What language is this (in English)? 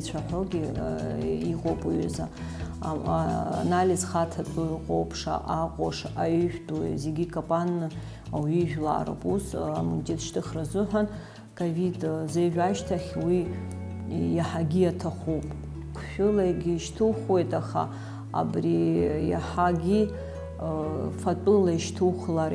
Abkhazian